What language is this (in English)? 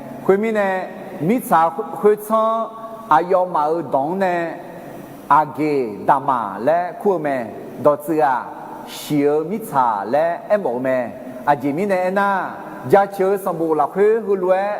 Akha